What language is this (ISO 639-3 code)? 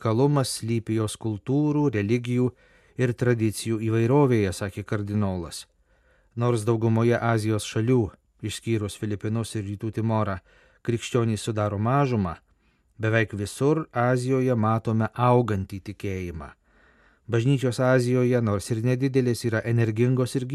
lit